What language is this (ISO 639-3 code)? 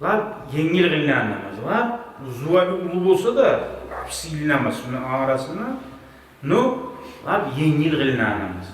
kum